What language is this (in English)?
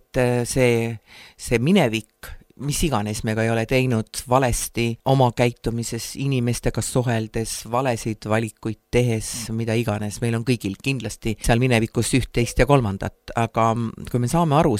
Estonian